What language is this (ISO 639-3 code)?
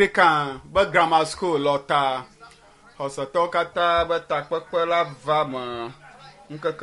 ewe